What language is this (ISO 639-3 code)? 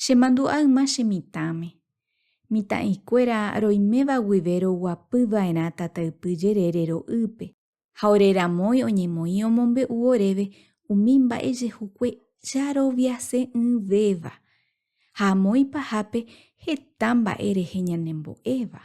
grn